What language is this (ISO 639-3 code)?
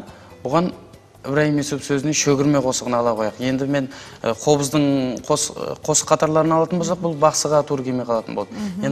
kaa